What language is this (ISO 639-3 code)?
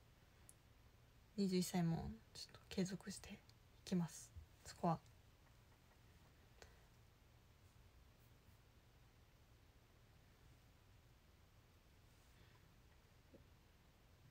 jpn